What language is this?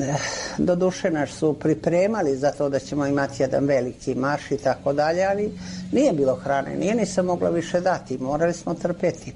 Serbian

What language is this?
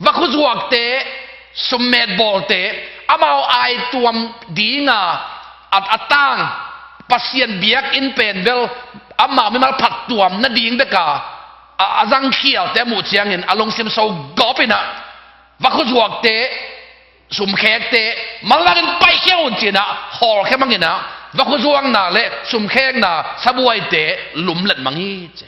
Tedim Chin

